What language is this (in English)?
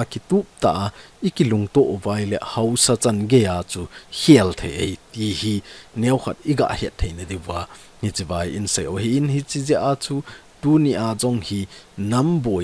Thado Chin